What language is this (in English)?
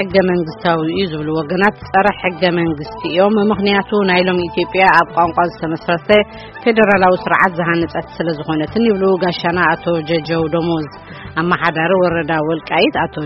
Tigrinya